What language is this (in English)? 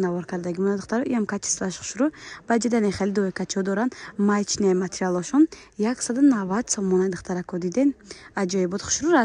Tajik